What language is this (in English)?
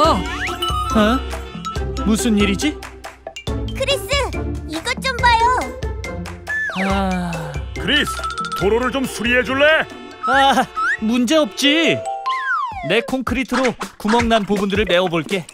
Korean